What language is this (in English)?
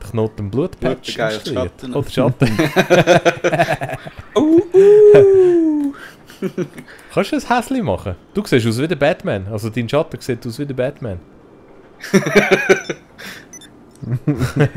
Swiss German